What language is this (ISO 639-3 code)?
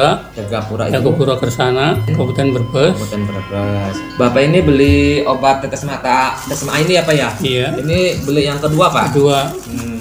ind